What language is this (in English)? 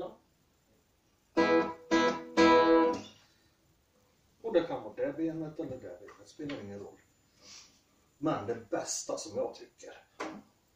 Swedish